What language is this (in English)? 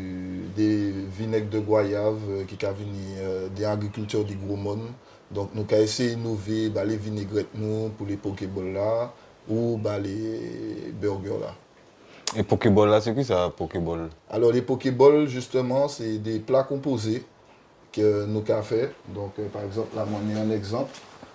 Guadeloupean Creole French